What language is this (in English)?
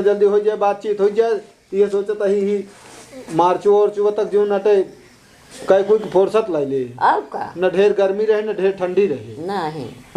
Awadhi